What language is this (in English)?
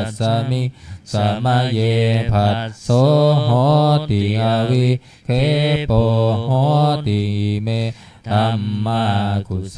Pali